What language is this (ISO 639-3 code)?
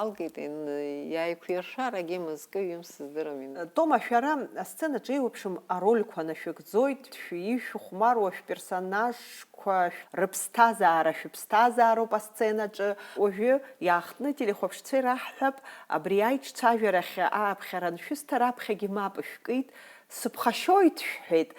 abk